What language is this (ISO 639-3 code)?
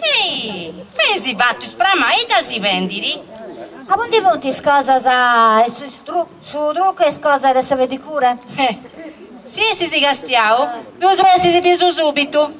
srd